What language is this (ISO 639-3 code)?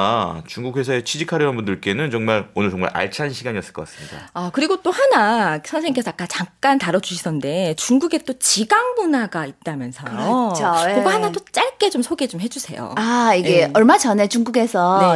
kor